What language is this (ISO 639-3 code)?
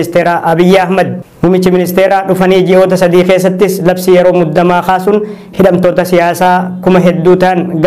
orm